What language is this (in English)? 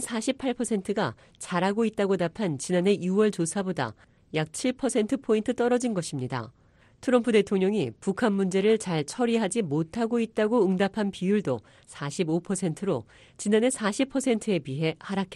Korean